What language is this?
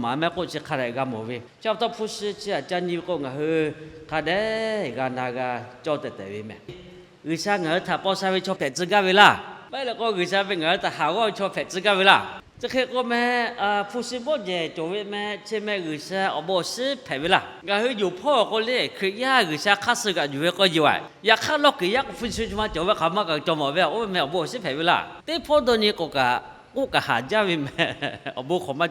Lahu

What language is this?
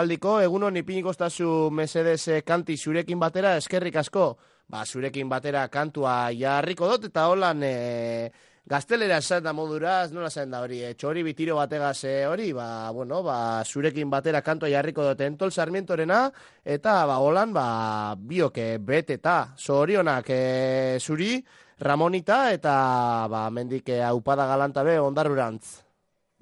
Basque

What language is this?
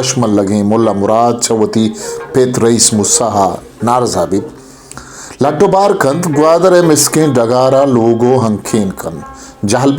Baluchi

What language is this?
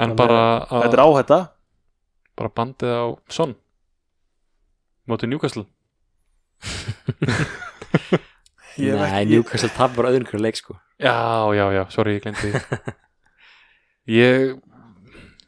Icelandic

